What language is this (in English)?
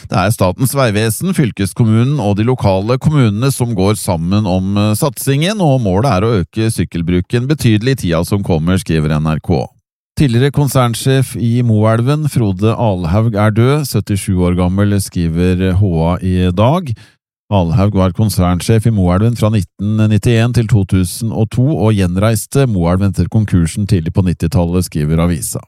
Norwegian